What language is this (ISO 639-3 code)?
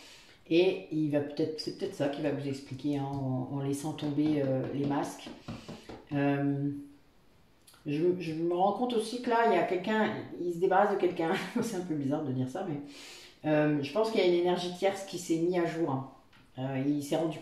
fra